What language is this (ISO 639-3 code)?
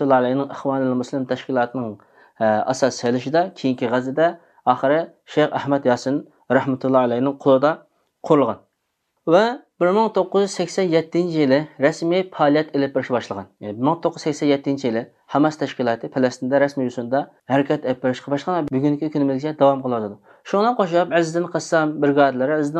uig